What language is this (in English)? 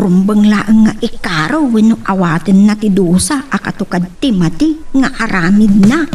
Iloko